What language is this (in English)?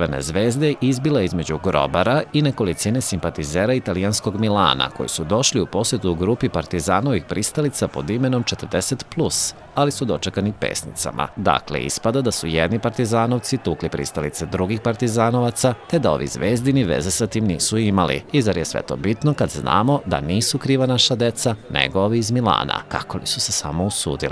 Serbian